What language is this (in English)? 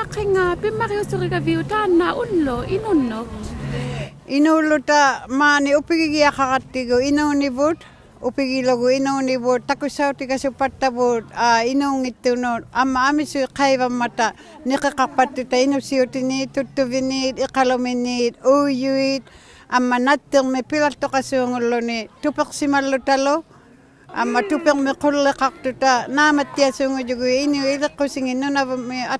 Inuktitut